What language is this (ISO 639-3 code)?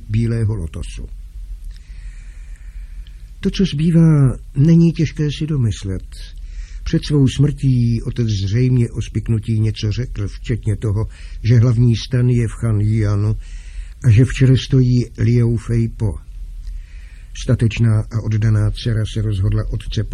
ces